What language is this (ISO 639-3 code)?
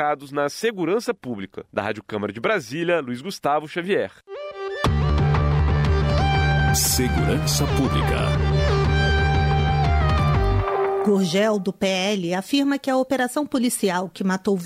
por